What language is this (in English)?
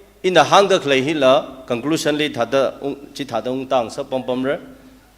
Tangkhul Naga (India)